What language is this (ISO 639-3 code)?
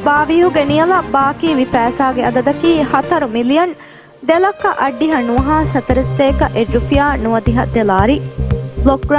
div